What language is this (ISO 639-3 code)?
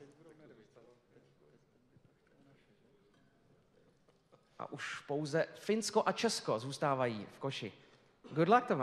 ces